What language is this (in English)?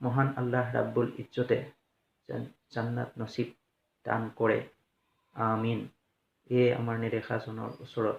Assamese